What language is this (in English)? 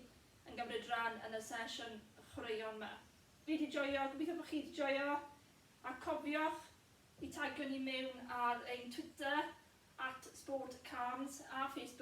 Welsh